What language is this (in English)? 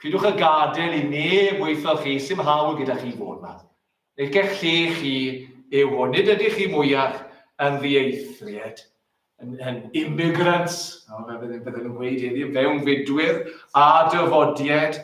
Welsh